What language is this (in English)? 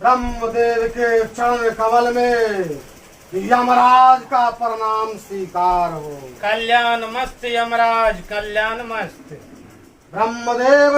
Maithili